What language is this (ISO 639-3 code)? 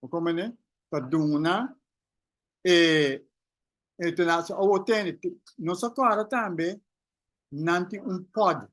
pap